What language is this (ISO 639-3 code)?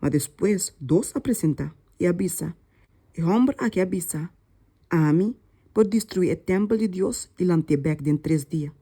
pap